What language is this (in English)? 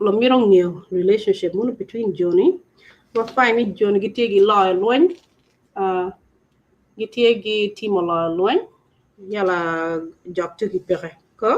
Acoli